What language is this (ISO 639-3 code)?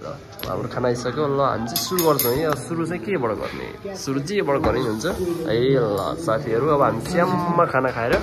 nep